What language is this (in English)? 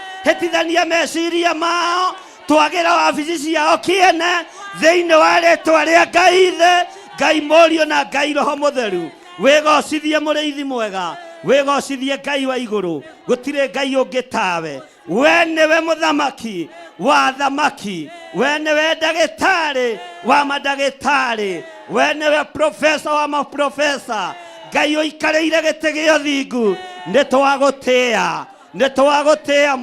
Kikuyu